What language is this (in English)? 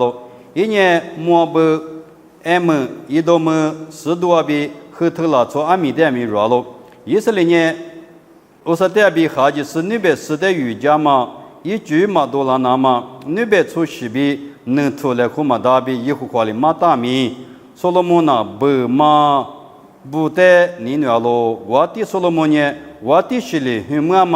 Lisu